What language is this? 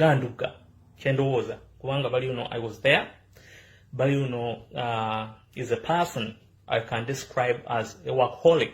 Ganda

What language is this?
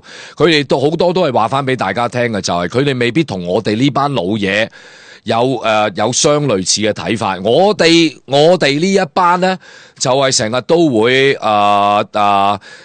Cantonese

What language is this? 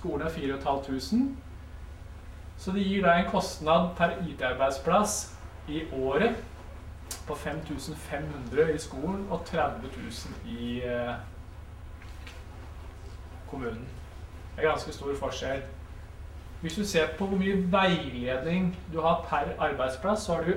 Norwegian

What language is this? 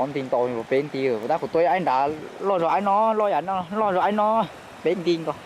Hmong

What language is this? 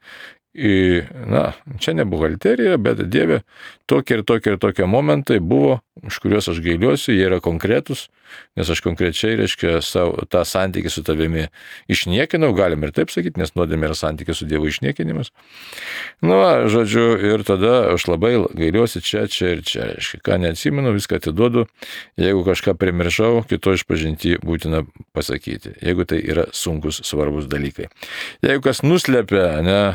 Lithuanian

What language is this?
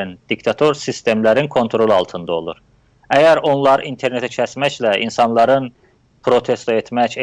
South Azerbaijani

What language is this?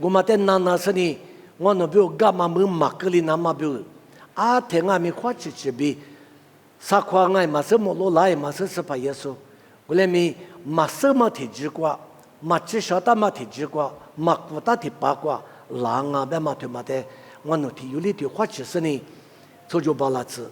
Lisu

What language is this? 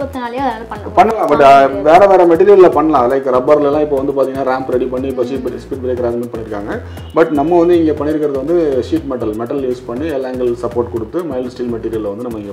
Tamil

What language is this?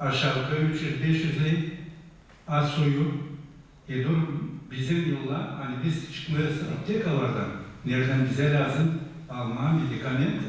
Gagauz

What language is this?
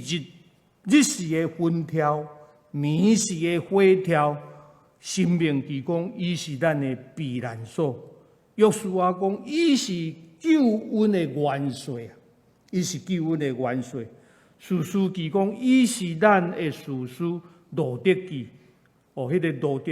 Min Nan Chinese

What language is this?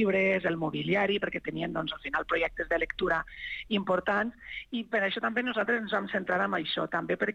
Catalan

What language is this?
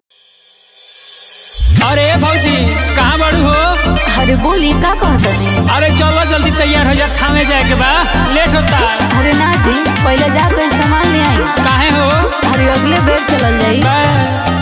Bhojpuri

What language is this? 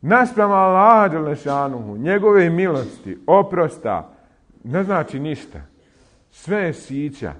Bosnian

